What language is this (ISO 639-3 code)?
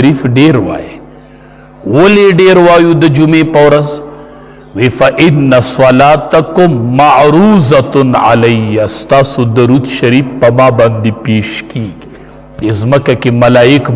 pus